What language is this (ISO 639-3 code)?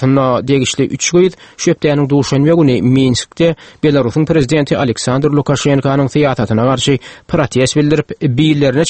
tuk